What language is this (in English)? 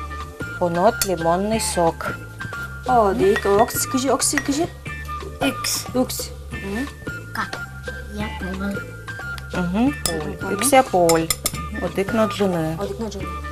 Udmurt